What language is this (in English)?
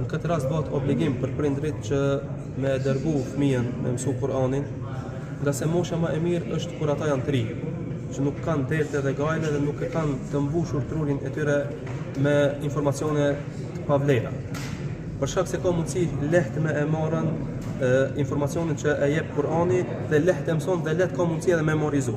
Albanian